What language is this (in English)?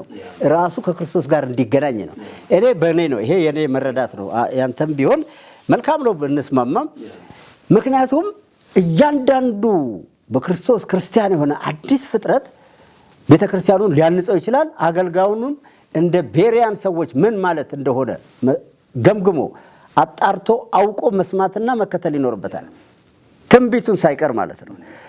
Amharic